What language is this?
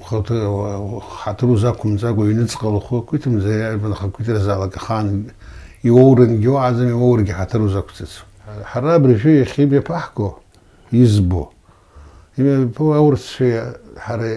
Abkhazian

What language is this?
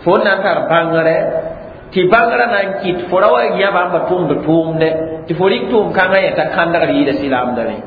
Mossi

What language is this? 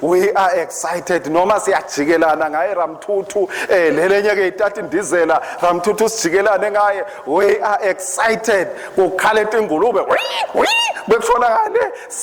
Swati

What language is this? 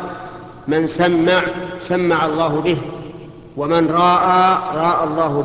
Arabic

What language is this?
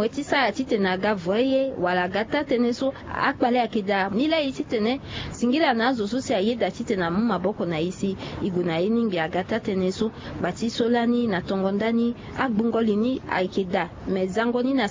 Sango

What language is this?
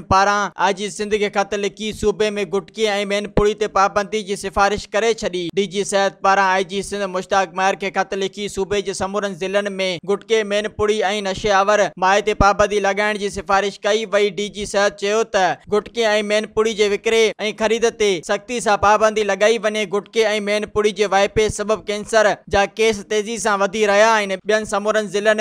Sindhi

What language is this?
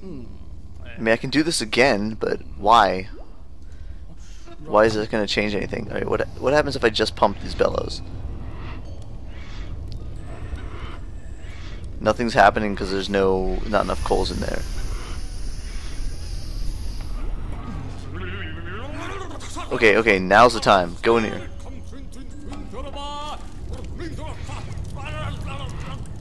English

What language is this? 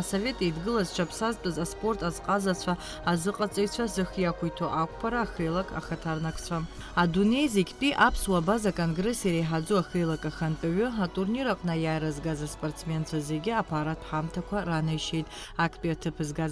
Abkhazian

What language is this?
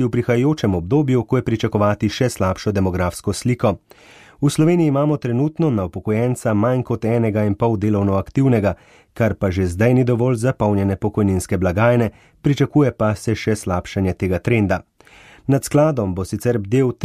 Slovenian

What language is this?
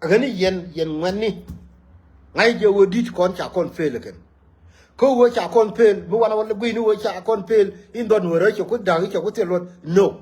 Nuer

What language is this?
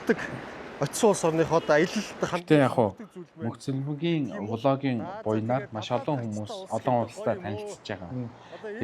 Mongolian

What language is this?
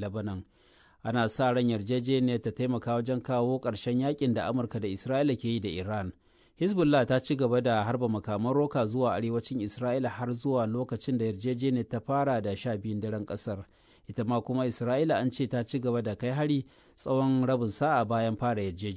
Hausa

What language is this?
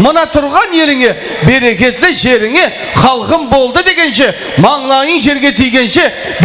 Kara-Kalpak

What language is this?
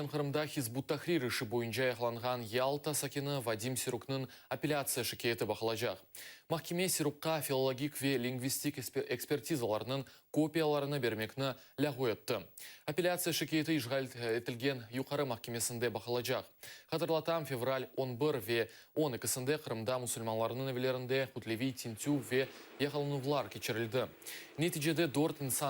Crimean Tatar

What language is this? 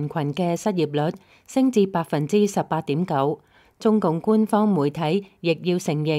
Cantonese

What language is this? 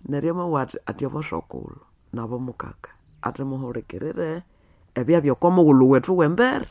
Nande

